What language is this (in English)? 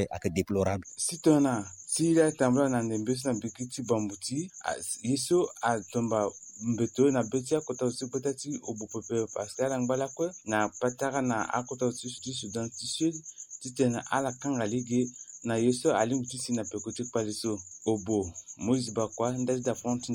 Sango